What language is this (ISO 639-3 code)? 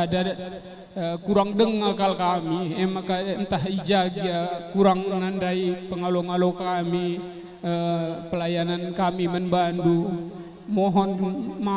btx